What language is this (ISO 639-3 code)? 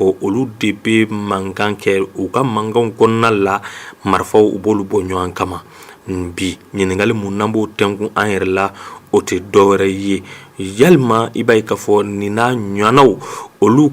bam